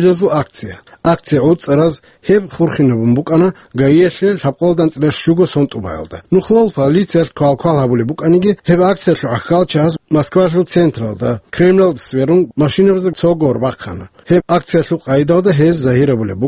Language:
Avaric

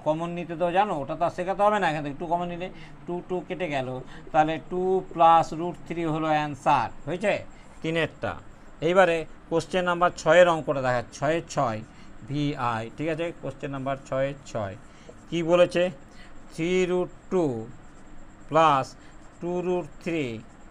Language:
Bangla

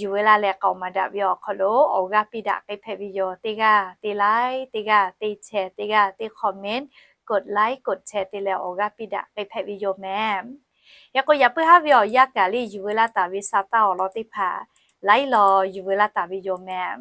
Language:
Lahu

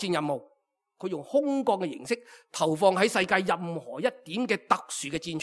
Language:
Cantonese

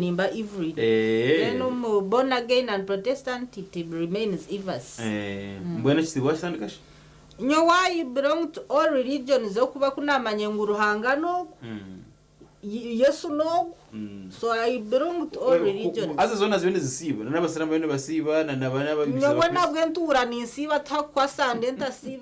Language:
Nyankole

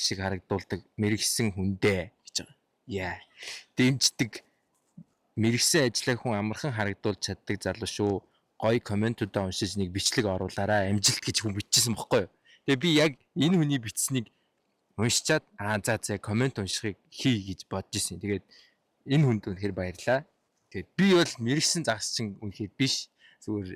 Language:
Mongolian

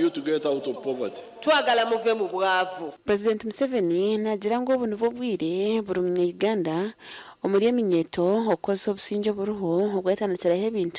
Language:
Nyankole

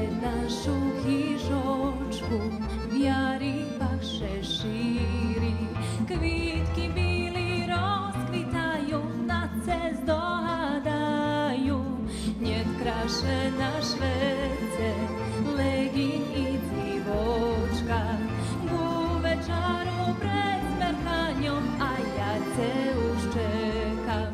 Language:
Rusyn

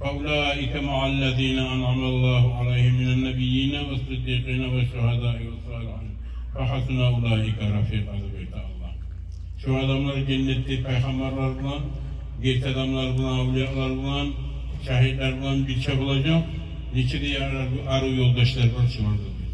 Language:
Kumyk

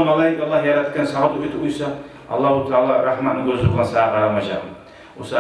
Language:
Kumyk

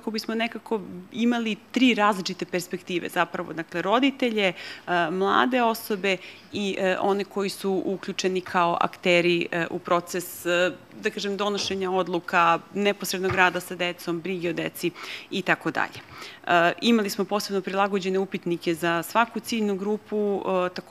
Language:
Serbian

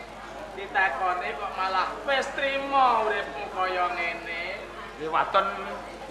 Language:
Javanese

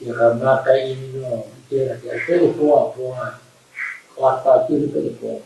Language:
Acoli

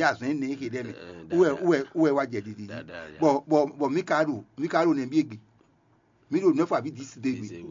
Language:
Fon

